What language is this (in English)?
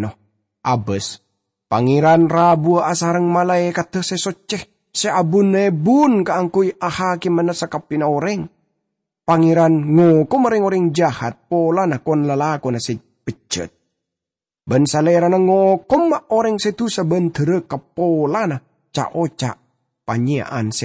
Madurese